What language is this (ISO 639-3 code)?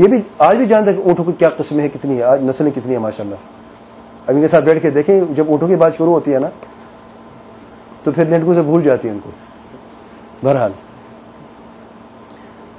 urd